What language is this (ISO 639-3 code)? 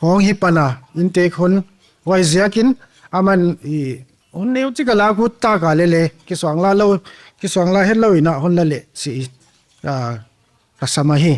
pck